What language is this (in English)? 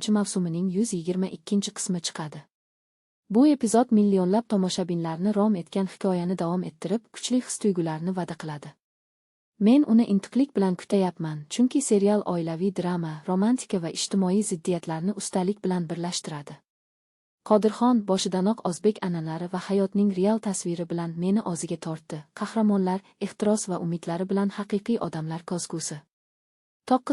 Uzbek